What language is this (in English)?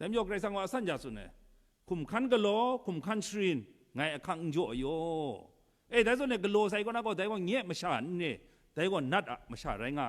Kachin